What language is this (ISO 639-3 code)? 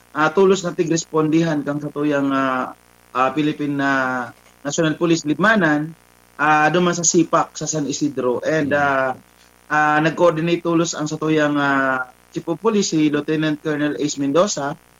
bik